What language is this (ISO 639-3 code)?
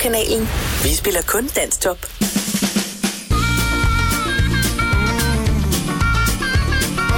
dan